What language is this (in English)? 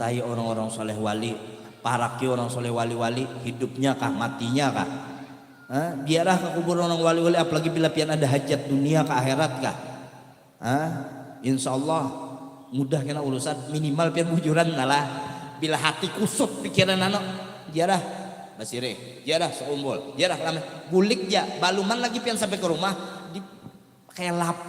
Banjar